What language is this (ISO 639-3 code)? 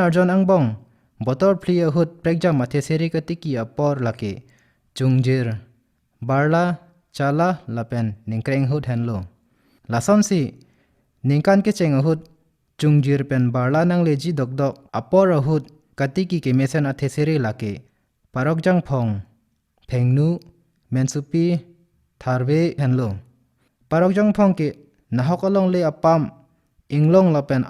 mjw